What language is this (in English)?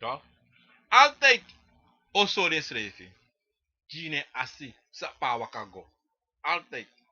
Sranan Tongo